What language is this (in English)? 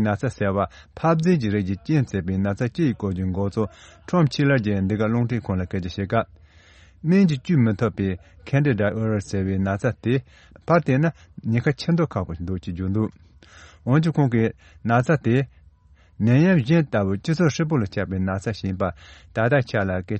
Tibetan